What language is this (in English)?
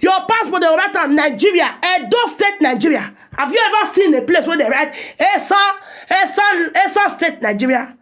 Nigerian Pidgin